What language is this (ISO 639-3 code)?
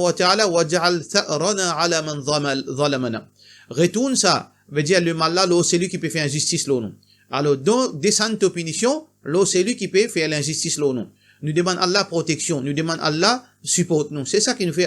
mfe